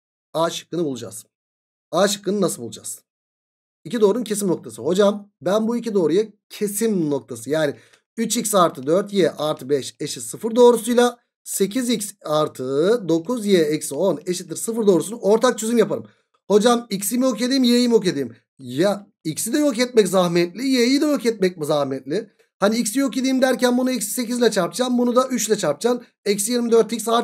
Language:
Turkish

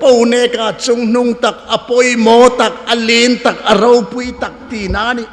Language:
Hmar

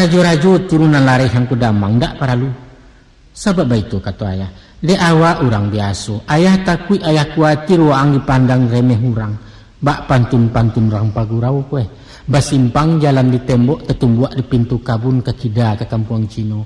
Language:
Minangkabau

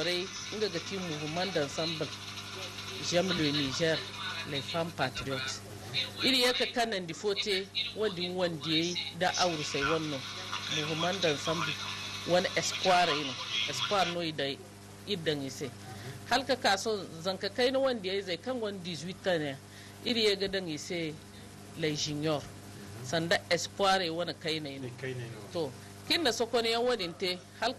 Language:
Zarma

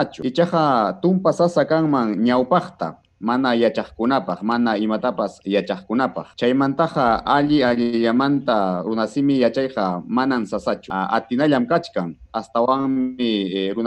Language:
Ayacucho Quechua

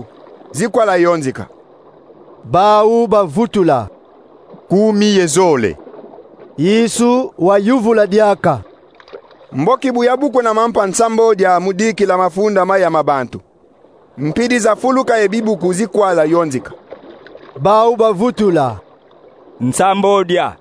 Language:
Kongo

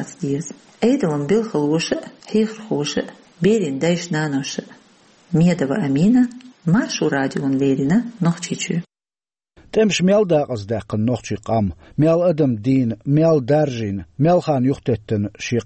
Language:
Chechen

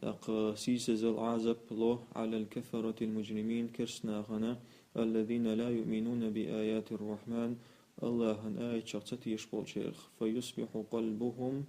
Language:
Chechen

